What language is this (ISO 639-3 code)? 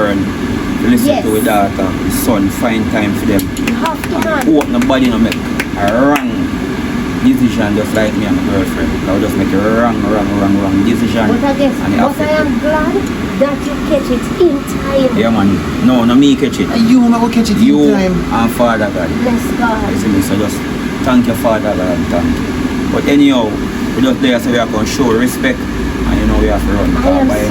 jam